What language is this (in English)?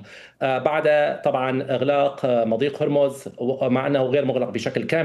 Arabic